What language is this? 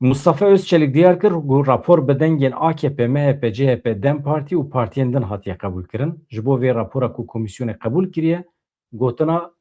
Kurdish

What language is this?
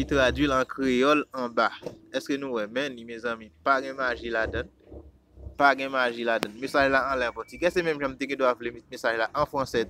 Haitian Creole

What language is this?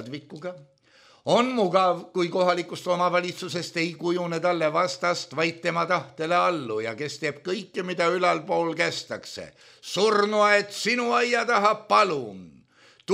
Estonian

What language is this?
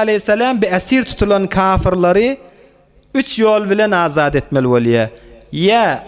Turkmen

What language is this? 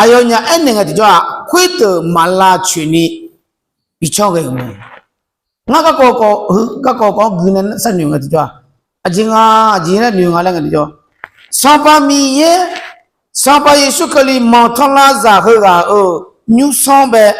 Akha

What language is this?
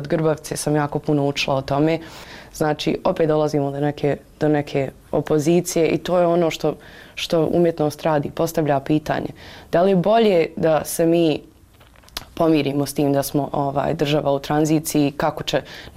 Bosnian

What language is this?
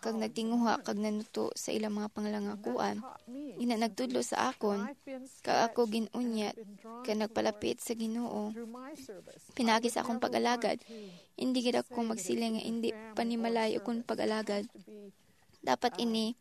Hiligaynon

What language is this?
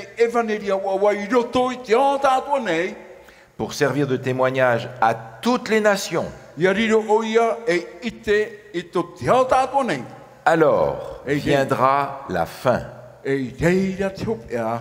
Tahitian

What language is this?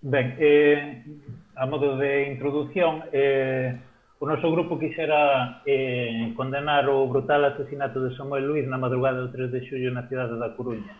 Galician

